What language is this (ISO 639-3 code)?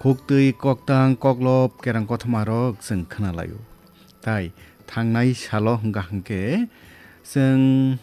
trp